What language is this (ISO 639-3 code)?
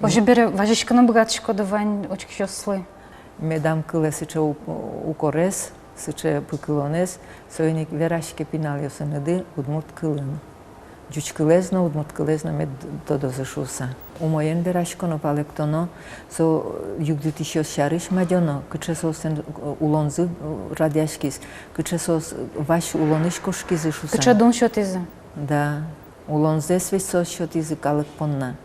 udm